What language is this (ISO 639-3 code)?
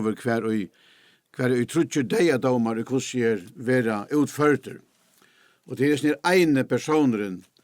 fao